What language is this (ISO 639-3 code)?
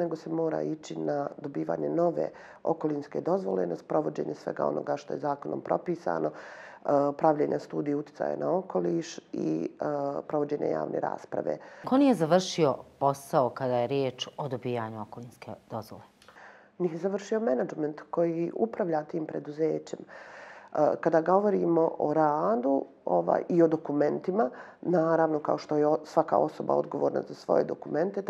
bos